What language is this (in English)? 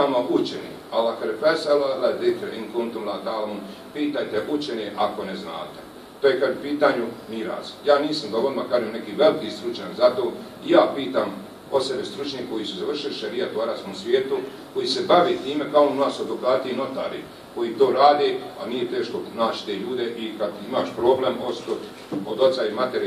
Bosnian